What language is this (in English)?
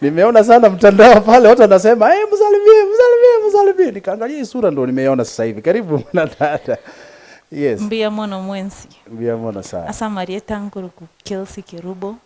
Gusii